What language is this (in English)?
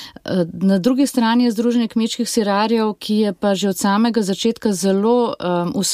Slovenian